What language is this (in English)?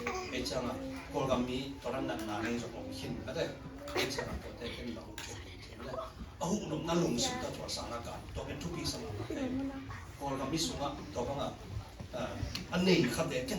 Tedim Chin